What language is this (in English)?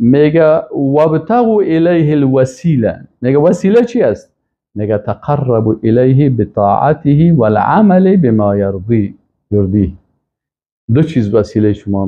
Persian